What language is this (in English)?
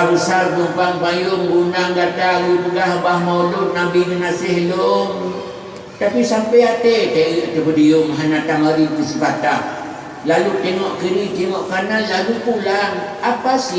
Achinese